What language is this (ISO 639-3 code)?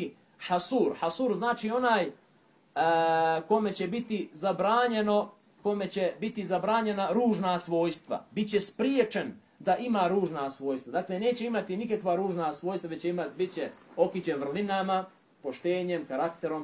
bos